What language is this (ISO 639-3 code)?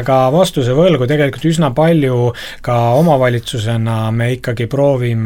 est